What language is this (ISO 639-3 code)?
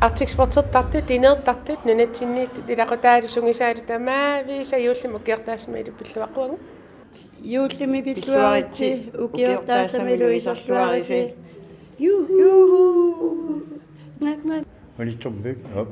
kal